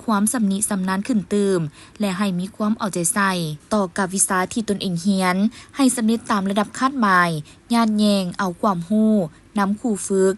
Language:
Lao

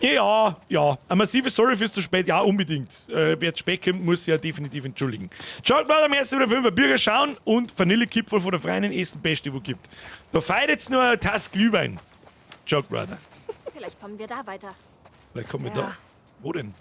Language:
Bavarian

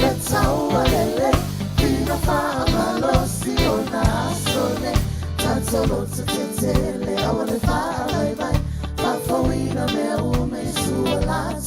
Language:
Samoan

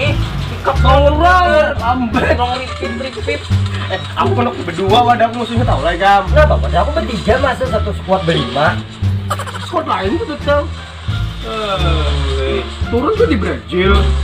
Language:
Banjar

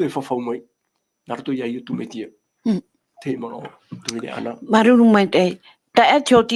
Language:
Tahitian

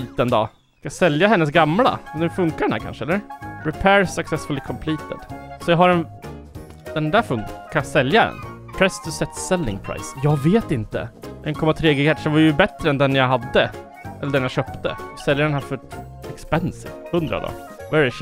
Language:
Swedish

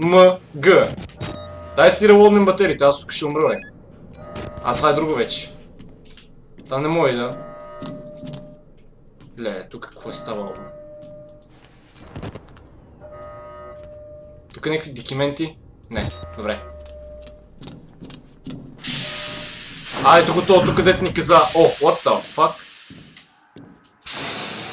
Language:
Bulgarian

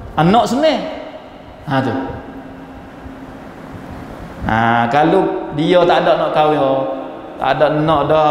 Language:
Malay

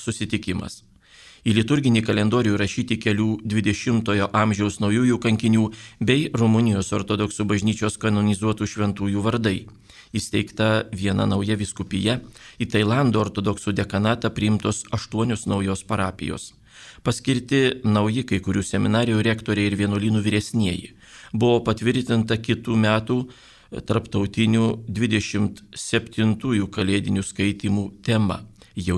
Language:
Lithuanian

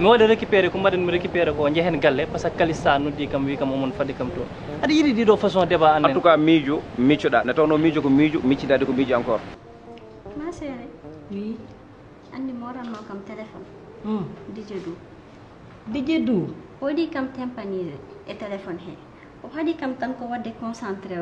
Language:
Fula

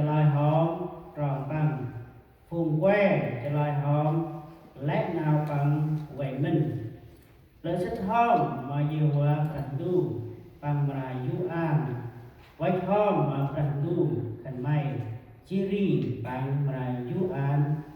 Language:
Central Mnong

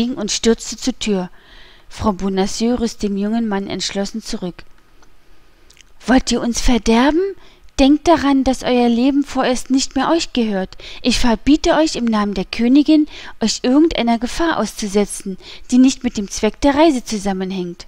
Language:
German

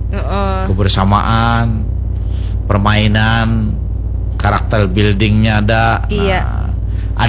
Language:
Banjar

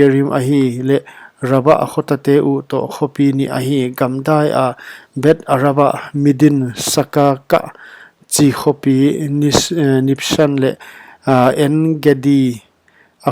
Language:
Paite Chin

